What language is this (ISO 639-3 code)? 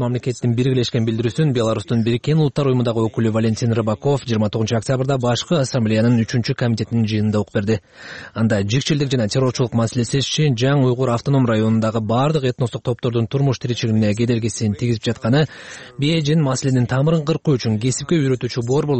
kir